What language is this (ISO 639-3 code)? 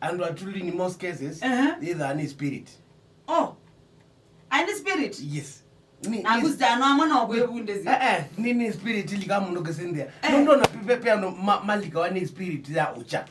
kam